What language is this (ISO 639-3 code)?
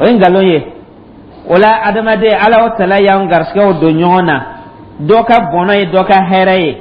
dyu